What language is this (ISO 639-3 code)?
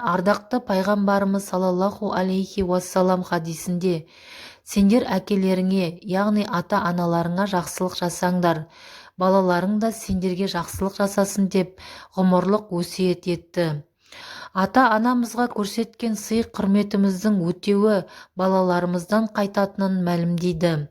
kaz